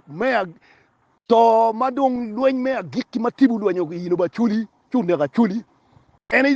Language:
Acoli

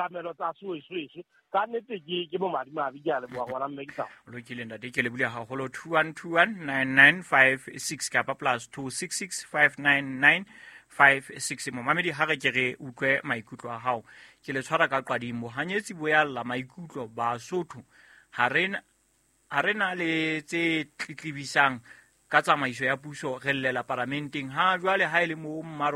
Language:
Southern Sotho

